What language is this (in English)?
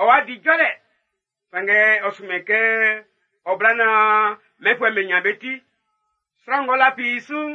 Baoulé